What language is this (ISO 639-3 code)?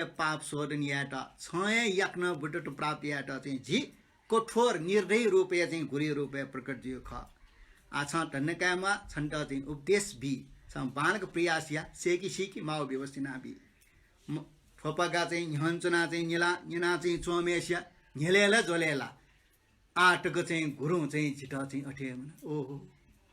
new